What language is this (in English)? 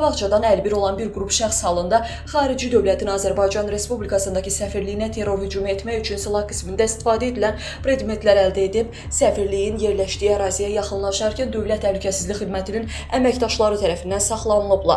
Azerbaijani